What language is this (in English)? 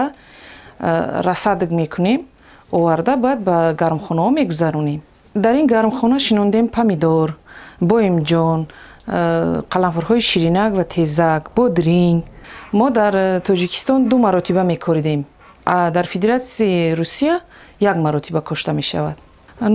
Tajik